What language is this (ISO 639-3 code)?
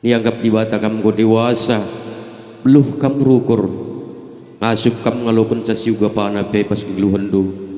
btx